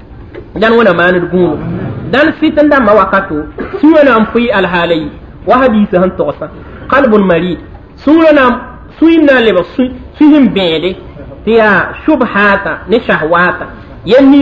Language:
Mossi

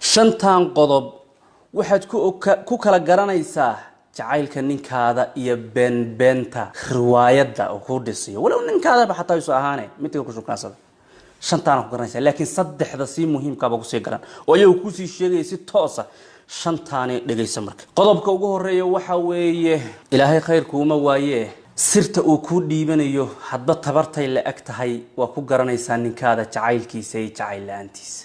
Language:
Somali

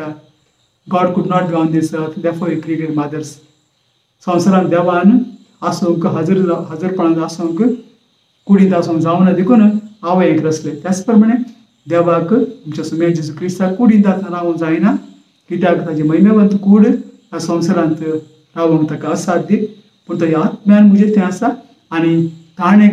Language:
Konkani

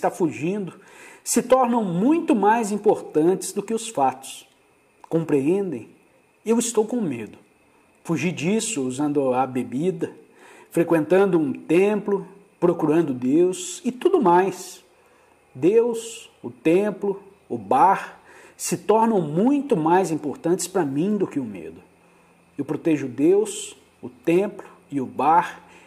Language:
Portuguese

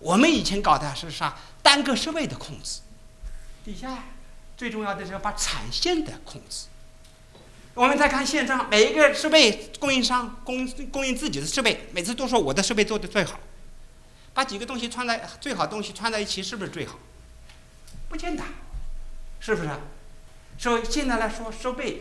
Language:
Chinese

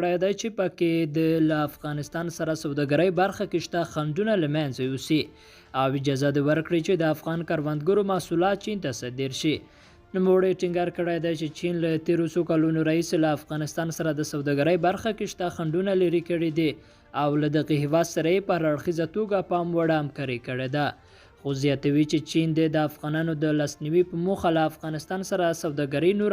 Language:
Pashto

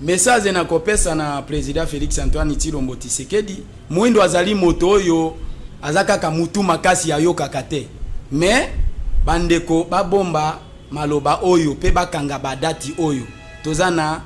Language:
Lingala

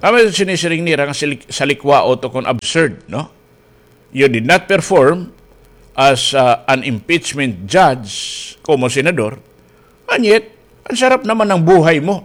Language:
Waray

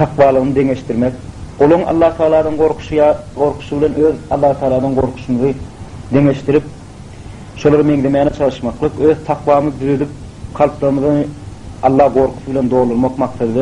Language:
Turkmen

